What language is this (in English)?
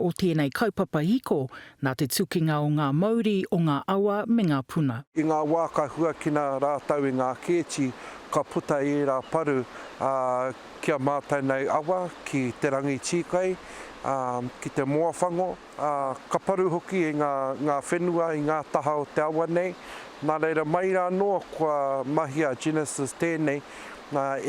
Māori